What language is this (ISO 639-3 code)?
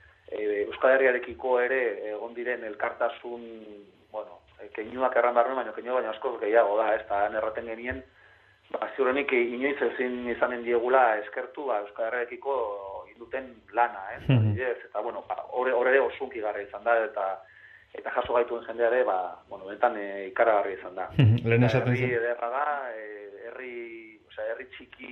eus